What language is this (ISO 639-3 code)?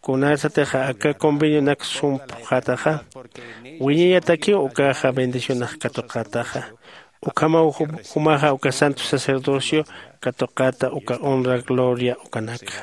aym